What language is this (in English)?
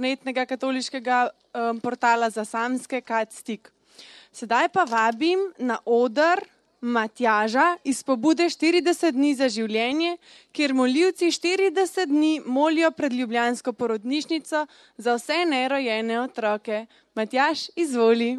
Slovenian